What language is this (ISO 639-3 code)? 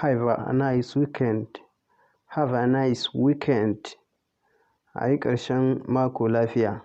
hau